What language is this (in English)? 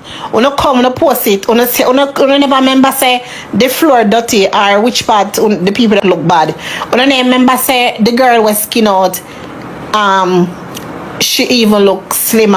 Jamaican Creole English